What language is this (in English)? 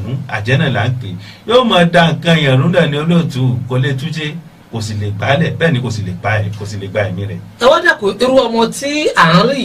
Yoruba